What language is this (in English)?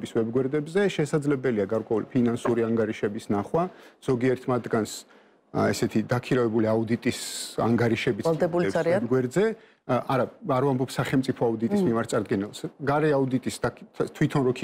Georgian